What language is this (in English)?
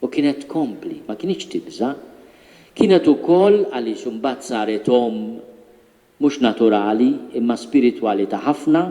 Maltese